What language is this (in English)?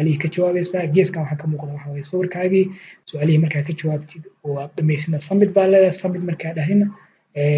Somali